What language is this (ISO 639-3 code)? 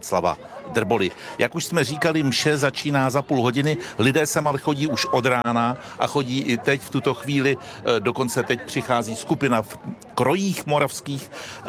ces